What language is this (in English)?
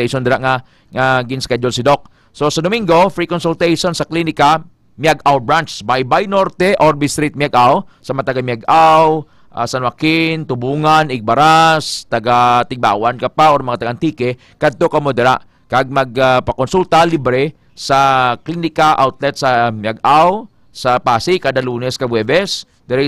Hiligaynon